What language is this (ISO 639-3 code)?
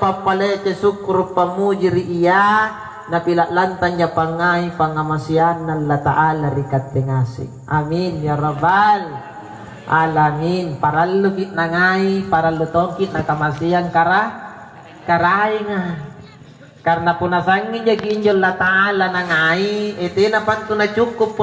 mak